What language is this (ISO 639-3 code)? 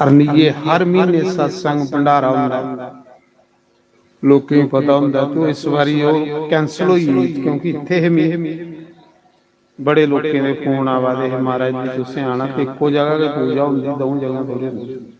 doi